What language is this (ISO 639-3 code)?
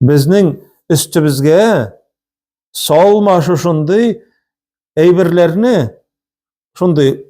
tat